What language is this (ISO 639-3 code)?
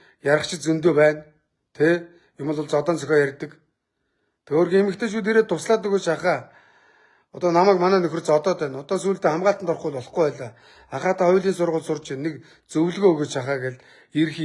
mon